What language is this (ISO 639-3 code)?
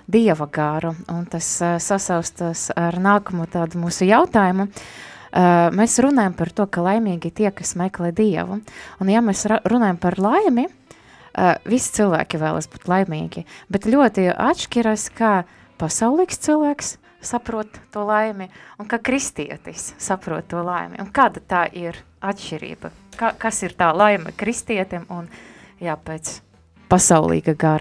lav